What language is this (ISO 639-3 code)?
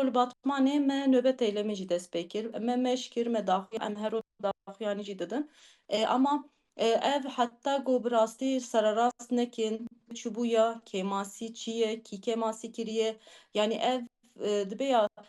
kur